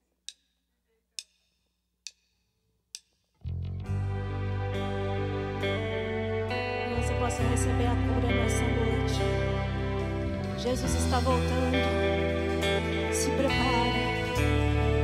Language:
Portuguese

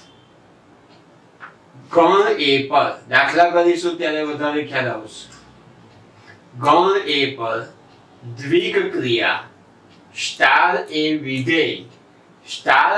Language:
Gujarati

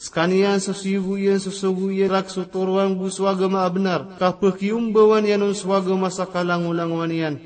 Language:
Maranao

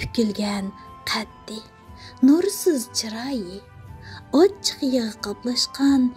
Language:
Uyghur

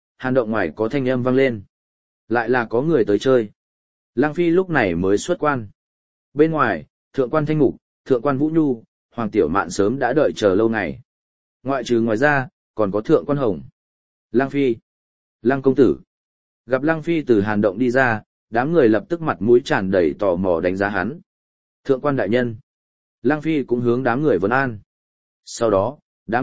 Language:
Vietnamese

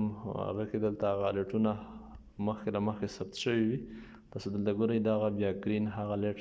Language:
Pashto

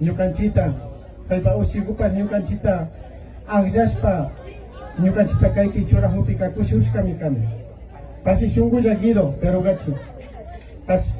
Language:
Imbabura Highland Quichua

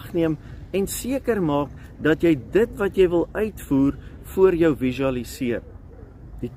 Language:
Afrikaans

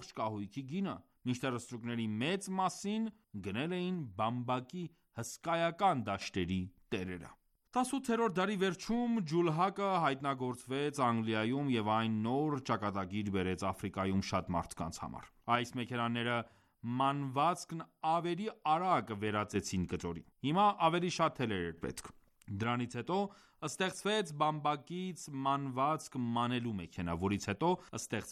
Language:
Armenian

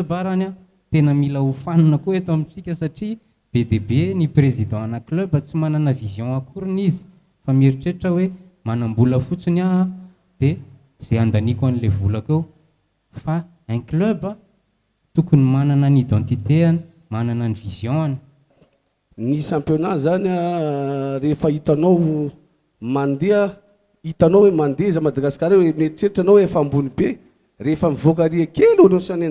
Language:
Malagasy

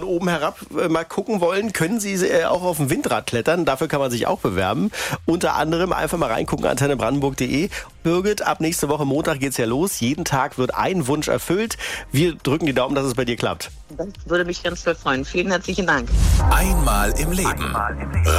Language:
German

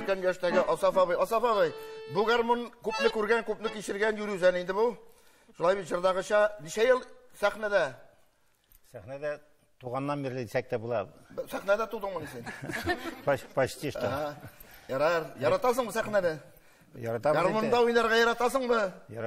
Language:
Tatar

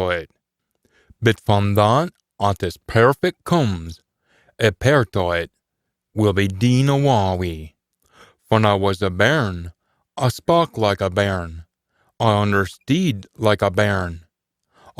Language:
Scots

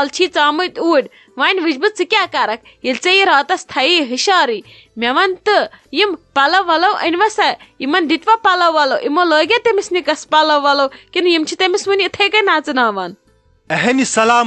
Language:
Kashmiri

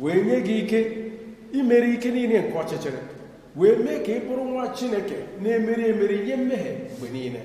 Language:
Igbo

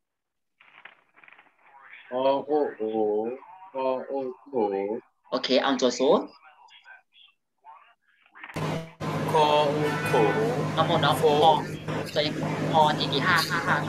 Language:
Thai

